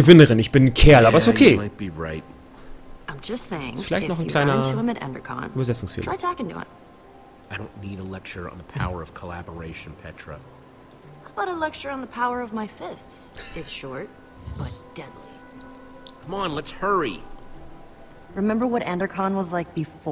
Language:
German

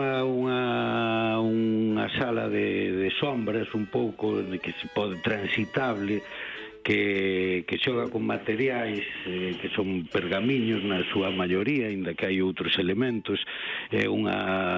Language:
Galician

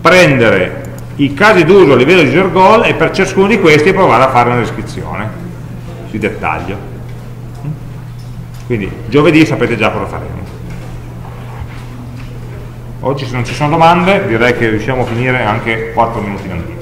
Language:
Italian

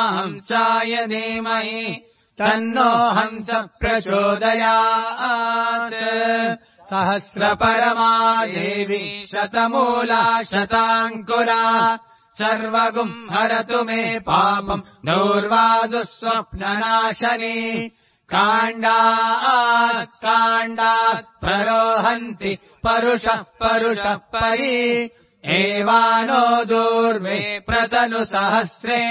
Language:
Sanskrit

